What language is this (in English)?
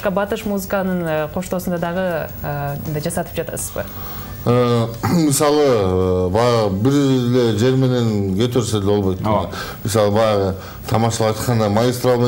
Kyrgyz